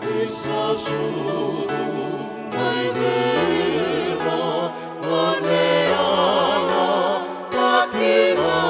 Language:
Fijian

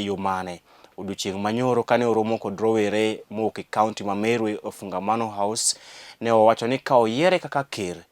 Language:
Luo (Kenya and Tanzania)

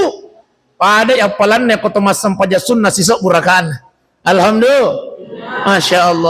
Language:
Buginese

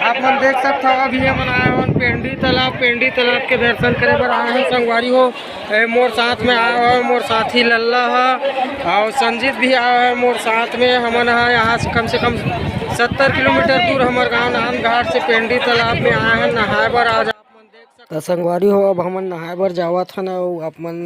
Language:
Chhattisgarhi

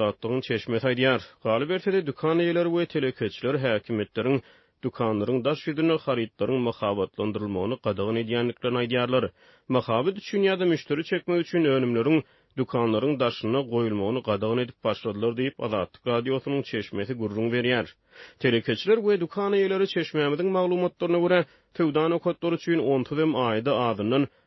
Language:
Turkmen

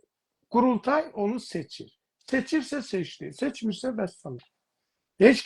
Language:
South Azerbaijani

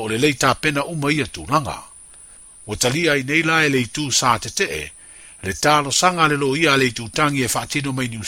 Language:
Samoan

